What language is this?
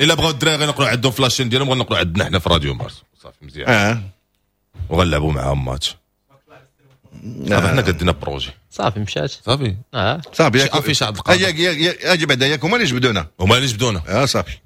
Moroccan Arabic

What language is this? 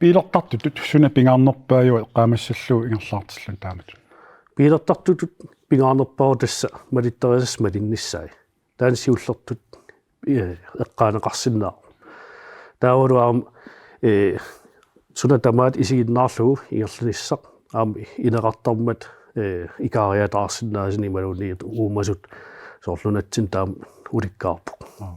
Kalaallisut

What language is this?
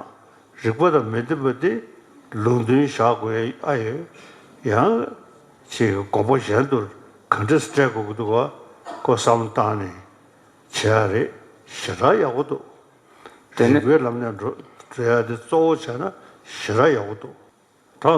Tibetan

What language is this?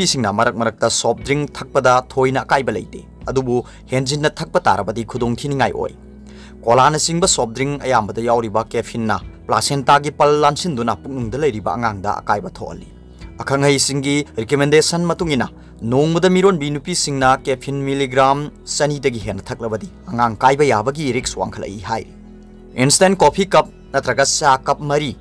Manipuri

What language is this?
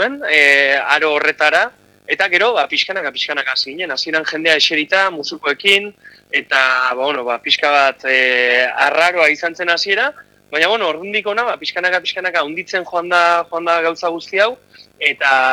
Basque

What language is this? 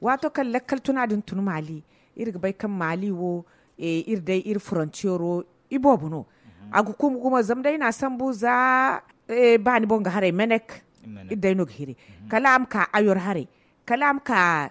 Zarma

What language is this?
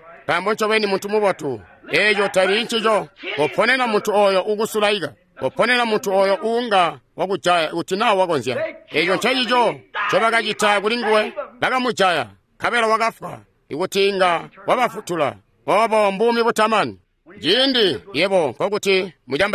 Tonga (Zambia)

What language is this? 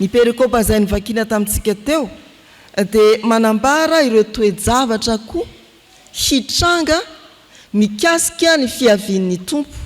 Malagasy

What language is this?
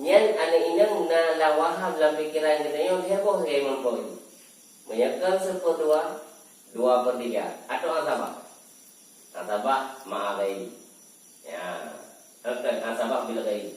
Achinese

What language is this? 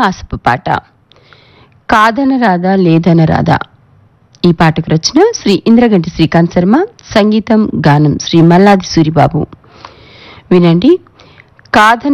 Telugu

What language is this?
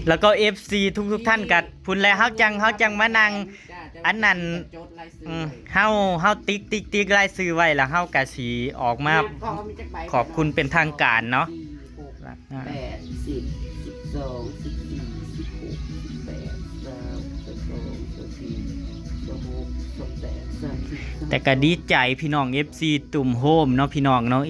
Northeastern Thai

